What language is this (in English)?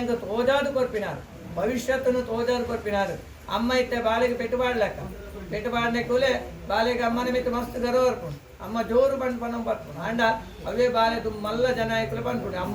Tulu